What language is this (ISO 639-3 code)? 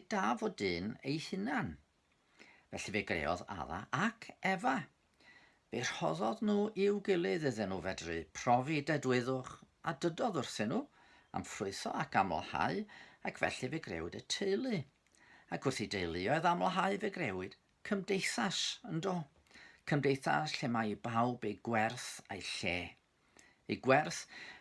cym